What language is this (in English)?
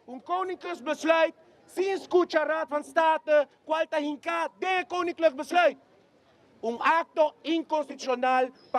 Papiamento